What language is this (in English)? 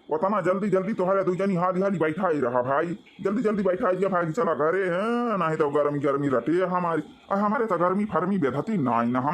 Awadhi